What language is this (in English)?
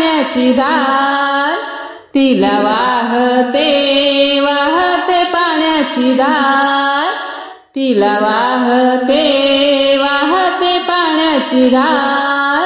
Marathi